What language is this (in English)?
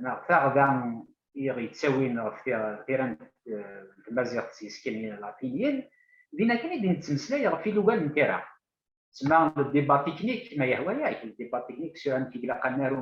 Kabyle